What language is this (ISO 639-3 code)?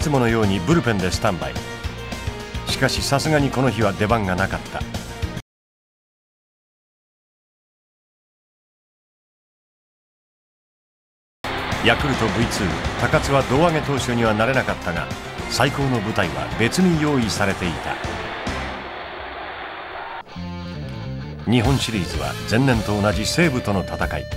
jpn